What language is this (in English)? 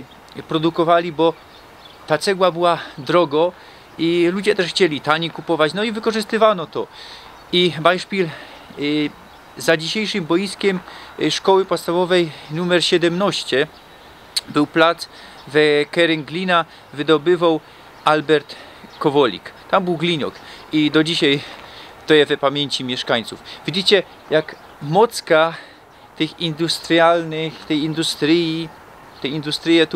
Silesian